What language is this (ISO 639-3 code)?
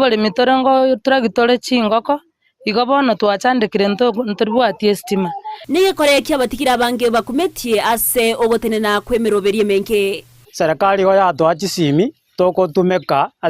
guz